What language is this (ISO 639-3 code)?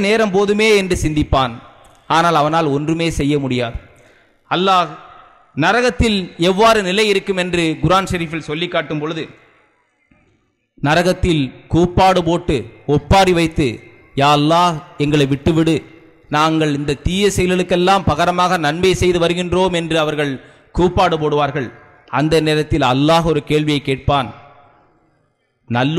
tam